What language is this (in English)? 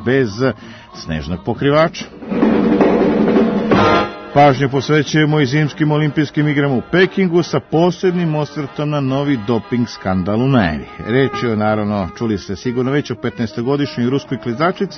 Serbian